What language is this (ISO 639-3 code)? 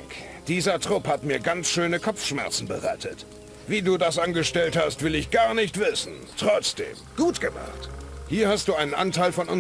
bar